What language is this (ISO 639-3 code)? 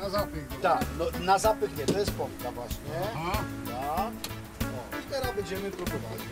szl